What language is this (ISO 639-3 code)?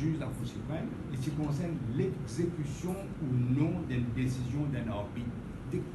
mfe